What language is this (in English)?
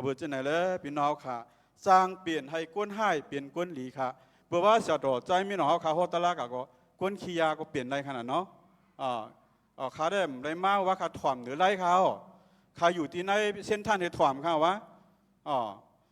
Shan